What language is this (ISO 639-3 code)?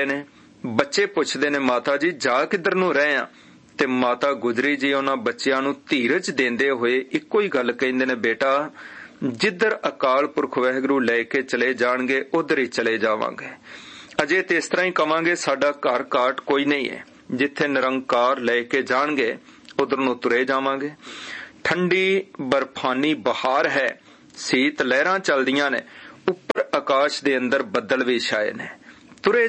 pan